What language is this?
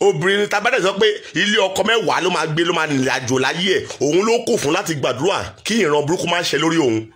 Yoruba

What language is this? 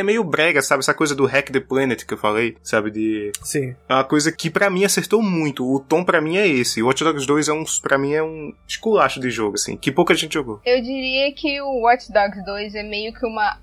Portuguese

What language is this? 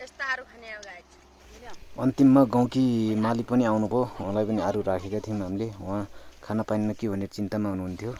Nepali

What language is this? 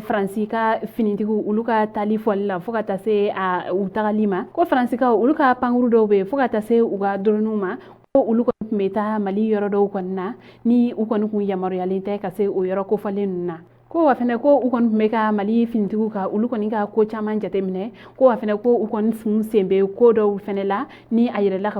Bambara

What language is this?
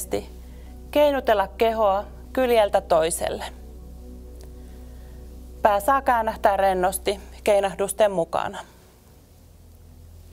Finnish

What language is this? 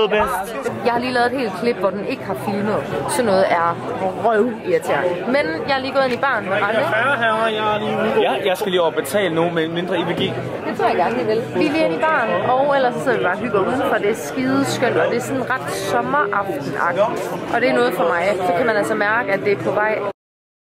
Danish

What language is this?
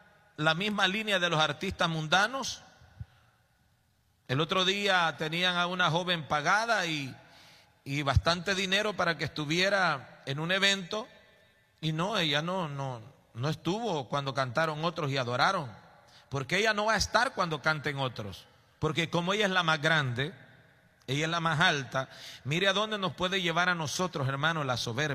Spanish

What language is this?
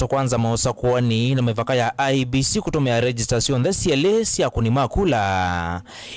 Kamba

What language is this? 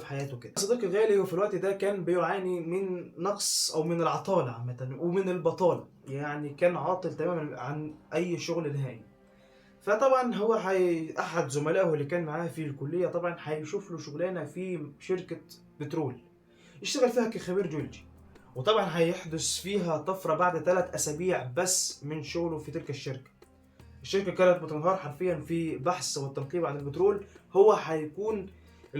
Egyptian Arabic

